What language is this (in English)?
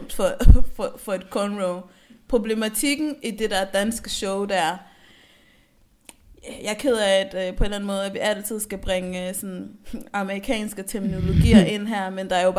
Danish